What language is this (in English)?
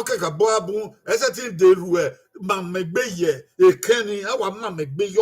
Bini